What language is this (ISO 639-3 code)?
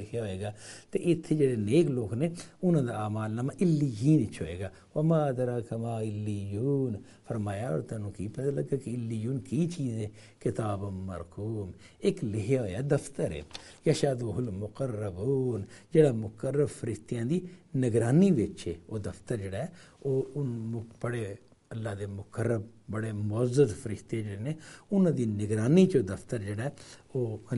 urd